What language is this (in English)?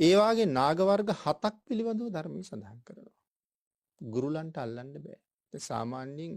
Sinhala